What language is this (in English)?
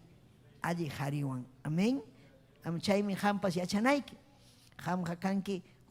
Ayacucho Quechua